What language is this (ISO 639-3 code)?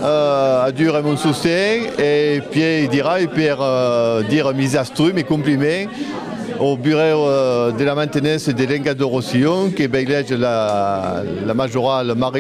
oci